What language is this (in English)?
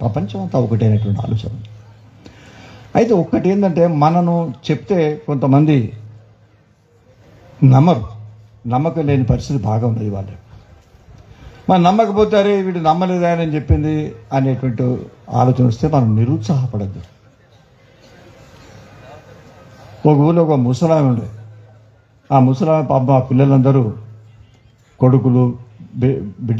Telugu